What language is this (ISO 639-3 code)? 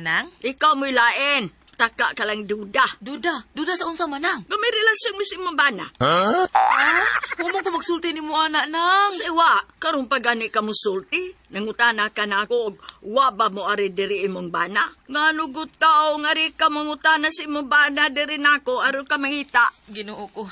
ceb